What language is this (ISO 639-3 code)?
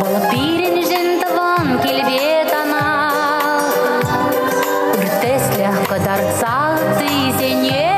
chv